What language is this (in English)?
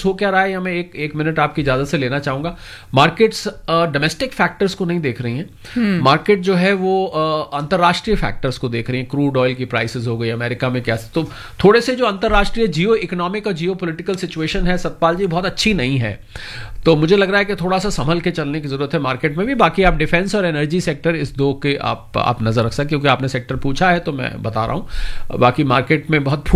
Hindi